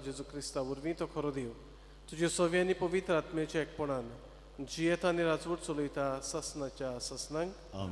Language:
Konkani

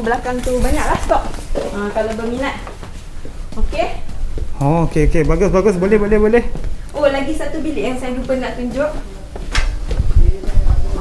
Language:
Malay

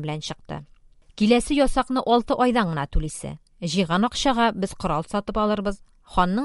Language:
Tatar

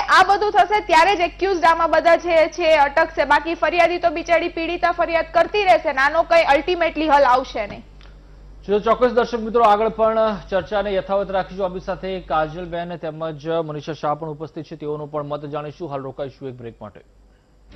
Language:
Gujarati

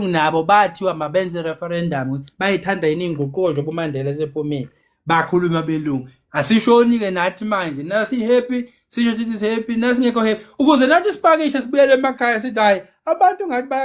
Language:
Zulu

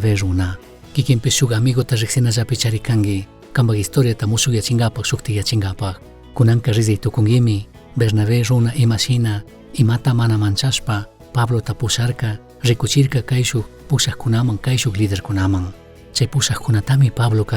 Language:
Chimborazo Highland Quichua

